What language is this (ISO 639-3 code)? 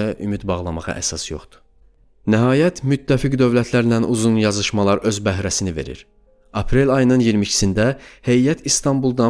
aze